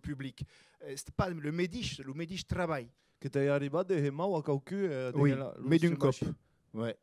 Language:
Occitan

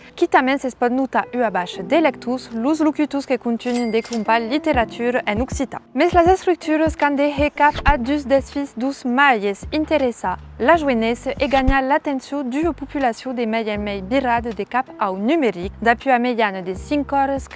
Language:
Occitan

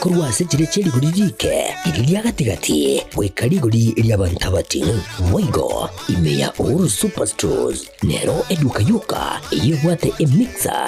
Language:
Gusii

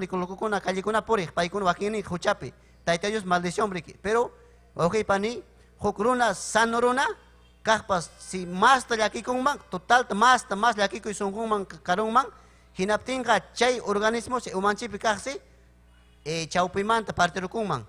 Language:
Ayacucho Quechua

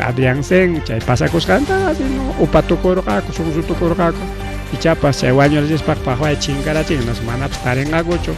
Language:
Ayacucho Quechua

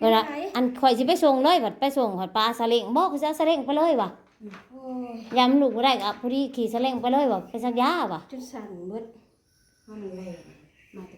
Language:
Northeastern Thai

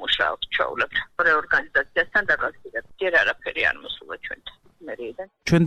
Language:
Georgian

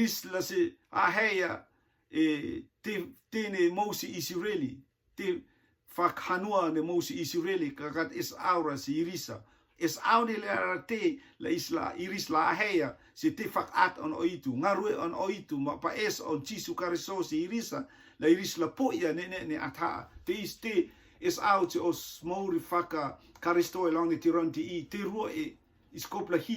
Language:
Rotuman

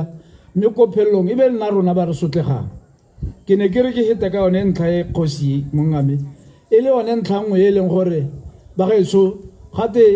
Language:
Tswana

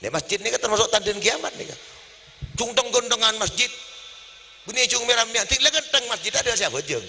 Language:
Madurese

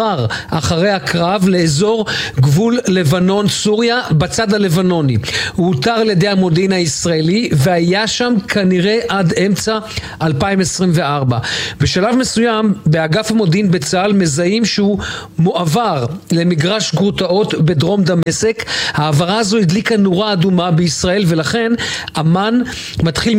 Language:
Hebrew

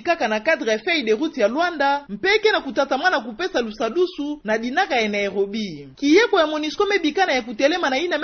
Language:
Kituba (Democratic Republic of Congo)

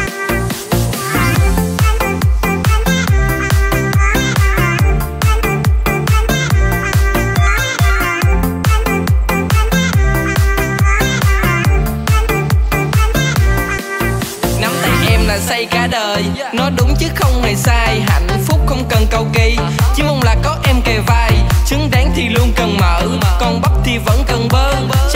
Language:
Vietnamese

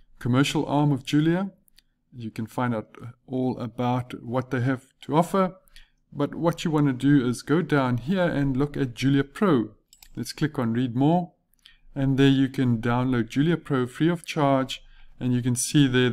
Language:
English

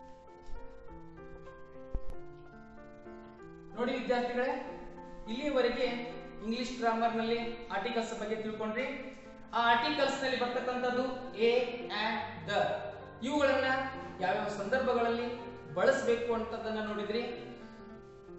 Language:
Kannada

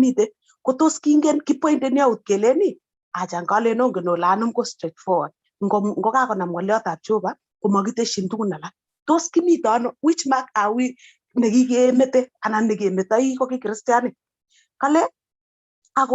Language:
Kalenjin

